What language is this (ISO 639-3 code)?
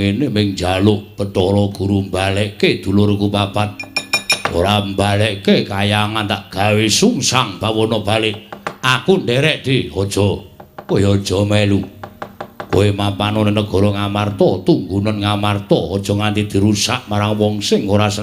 jav